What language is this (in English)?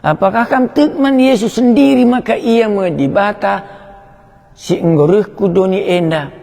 Batak Karo